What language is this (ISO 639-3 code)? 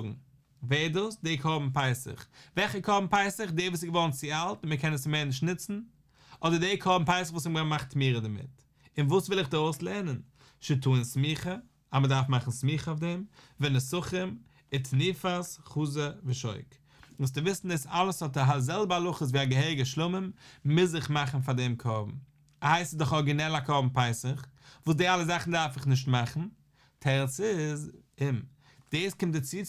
yid